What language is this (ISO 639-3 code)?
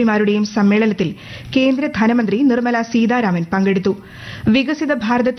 mal